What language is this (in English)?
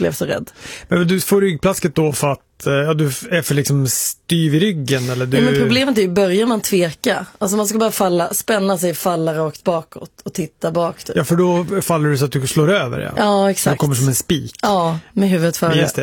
Swedish